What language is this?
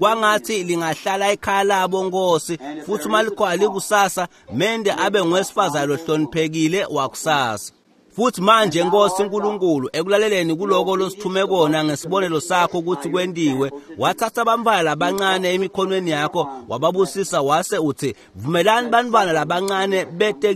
Swati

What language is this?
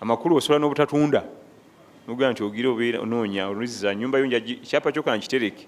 Ganda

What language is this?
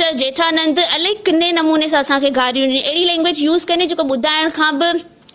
Sindhi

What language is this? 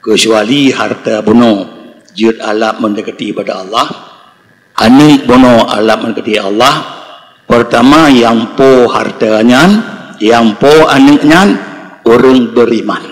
Achinese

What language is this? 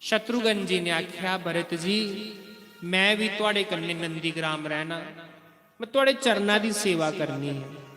Dogri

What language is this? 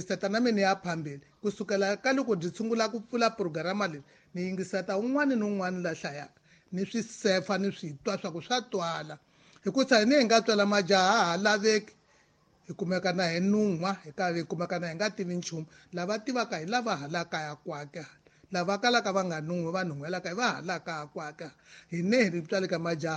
Tsonga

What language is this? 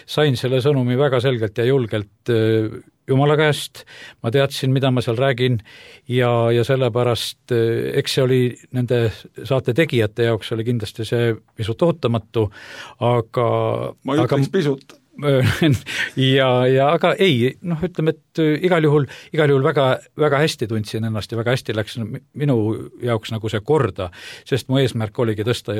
Estonian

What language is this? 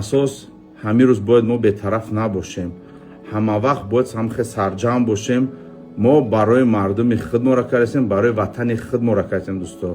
Tajik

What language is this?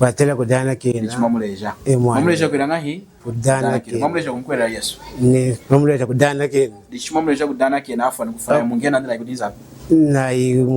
Lunda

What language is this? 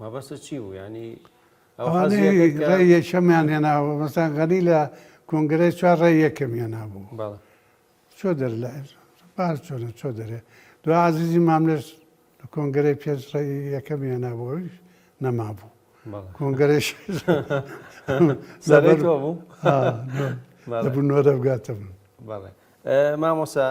Central Kurdish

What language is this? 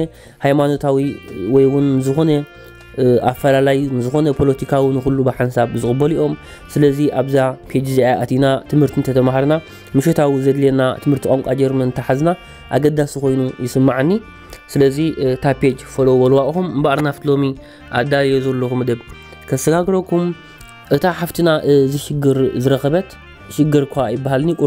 Tigrinya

